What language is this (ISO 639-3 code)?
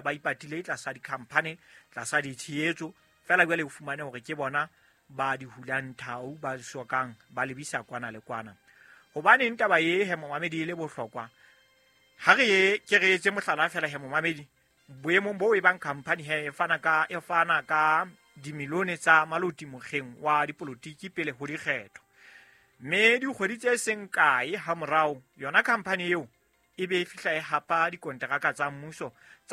sot